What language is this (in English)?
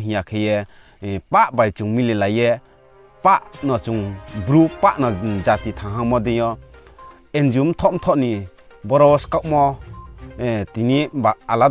Riang (India)